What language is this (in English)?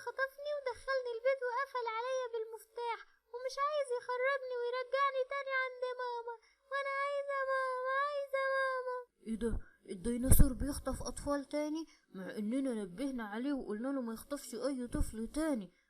Egyptian Arabic